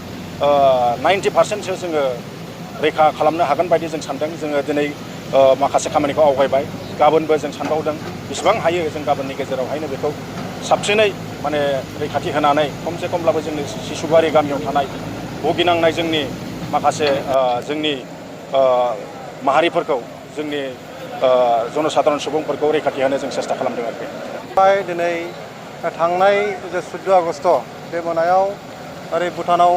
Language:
Bodo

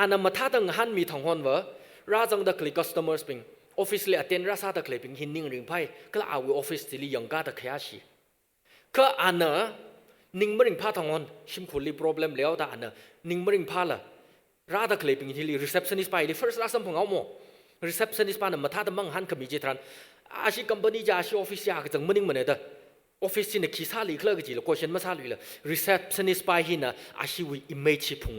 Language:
Tangkhul Naga (India)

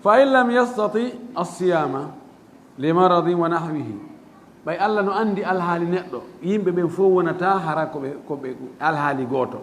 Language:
Fula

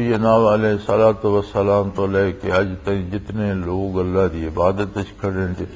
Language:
Western Panjabi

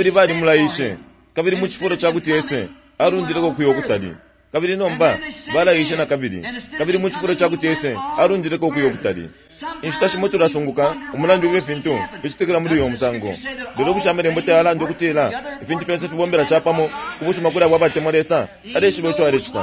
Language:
Bemba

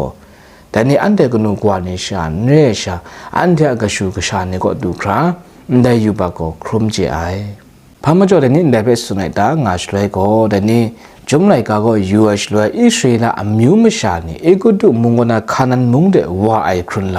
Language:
Kachin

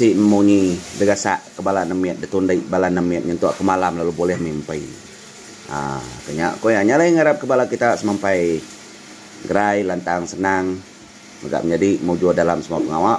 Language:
Iban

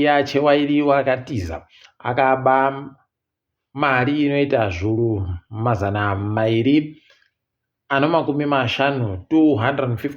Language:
Ndau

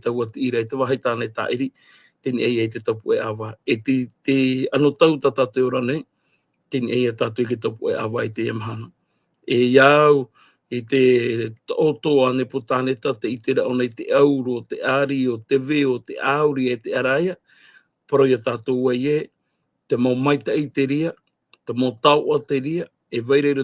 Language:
Tahitian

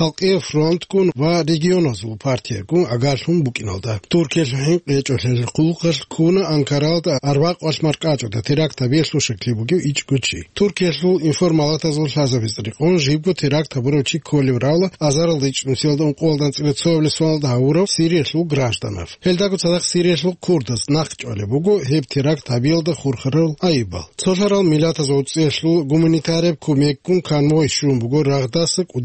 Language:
Avaric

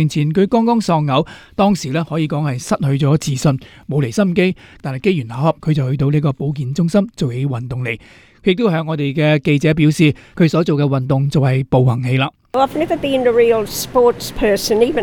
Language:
Cantonese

